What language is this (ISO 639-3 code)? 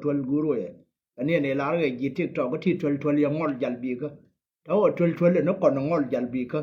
nus